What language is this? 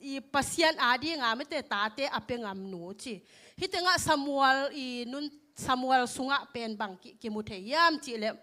Tedim Chin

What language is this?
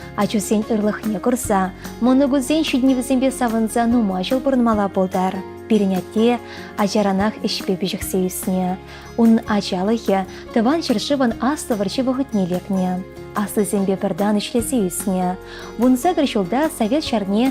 Chuvash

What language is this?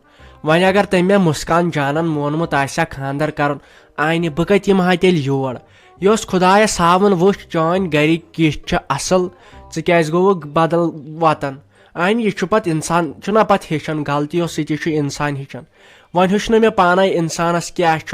Kashmiri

